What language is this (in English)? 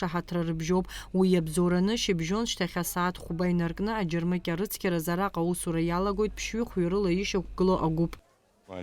Abkhazian